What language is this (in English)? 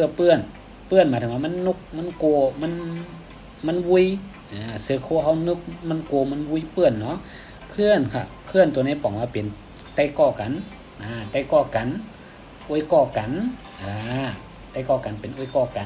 Shan